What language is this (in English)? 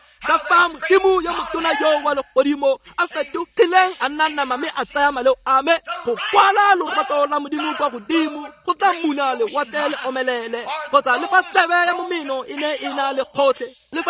Tswana